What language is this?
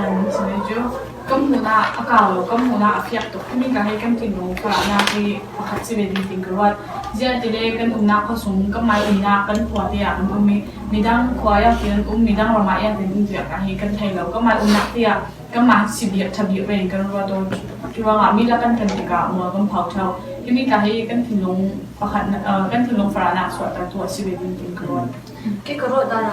Falam Chin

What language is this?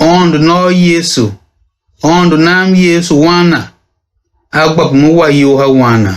Tiv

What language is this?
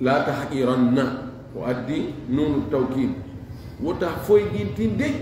Fula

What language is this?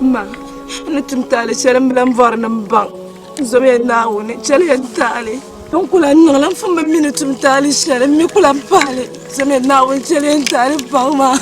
Dagbani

